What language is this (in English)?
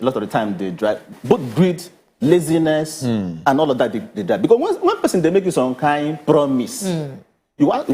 Nigerian Pidgin